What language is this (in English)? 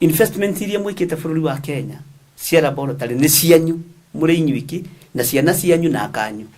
Kikuyu